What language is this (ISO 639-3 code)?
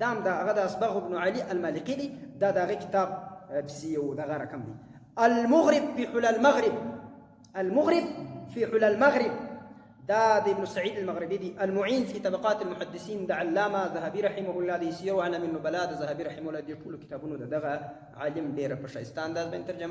pus